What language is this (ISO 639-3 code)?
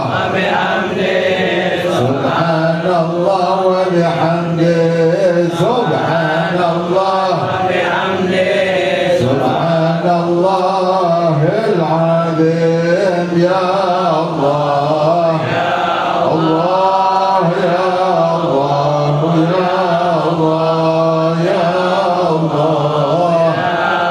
ara